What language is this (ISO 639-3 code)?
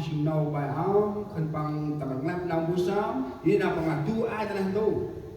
cmo